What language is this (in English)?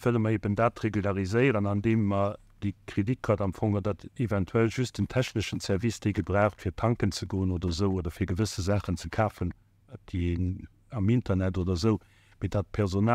Luxembourgish